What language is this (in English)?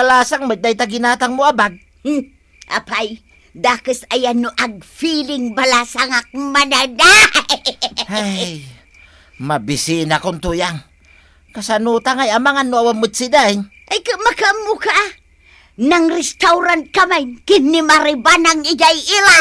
Iloko